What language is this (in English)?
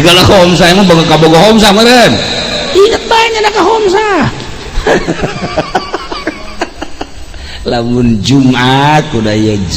Sundanese